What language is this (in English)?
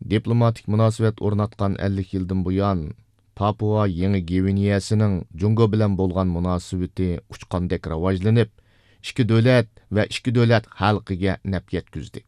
Uyghur